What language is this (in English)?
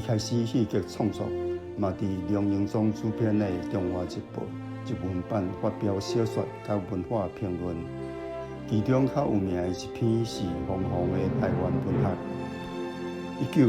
Min Nan Chinese